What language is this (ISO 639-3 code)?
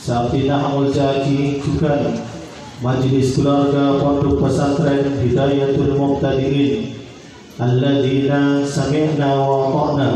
mad